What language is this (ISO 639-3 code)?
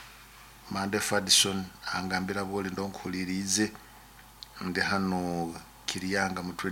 nyo